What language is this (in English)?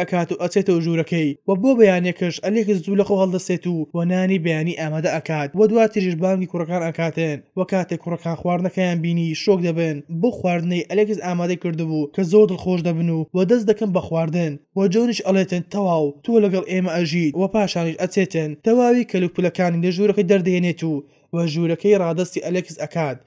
Central Kurdish